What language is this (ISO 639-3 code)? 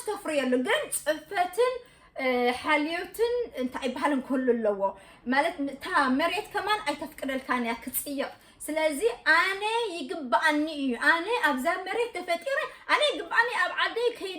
tir